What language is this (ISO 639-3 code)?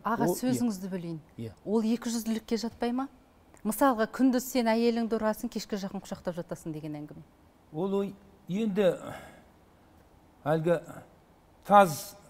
kaz